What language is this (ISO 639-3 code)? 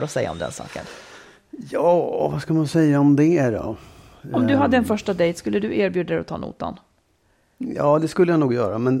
swe